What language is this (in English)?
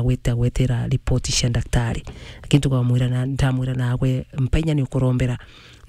Meru